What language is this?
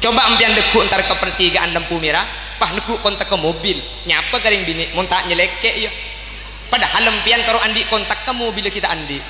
Madurese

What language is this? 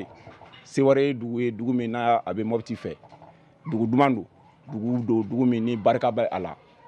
Bambara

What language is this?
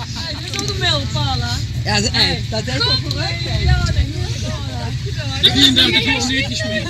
Limburgish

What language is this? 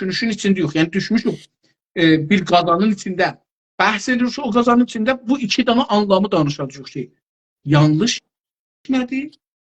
South Azerbaijani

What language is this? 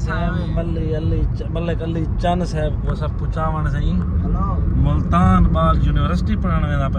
Saraiki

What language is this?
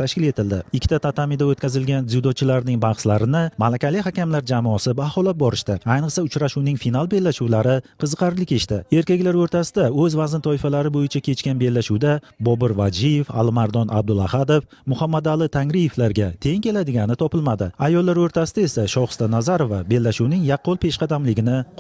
Uzbek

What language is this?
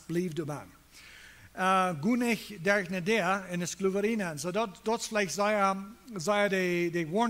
Plautdietsch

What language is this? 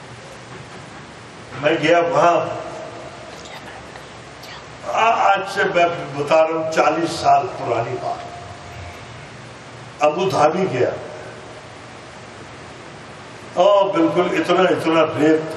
Urdu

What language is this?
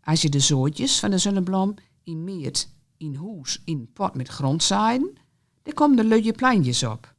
Gronings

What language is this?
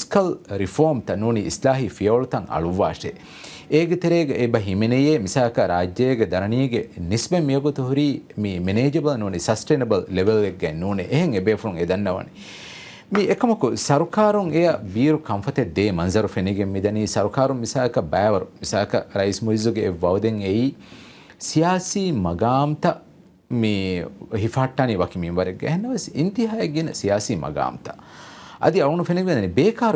Divehi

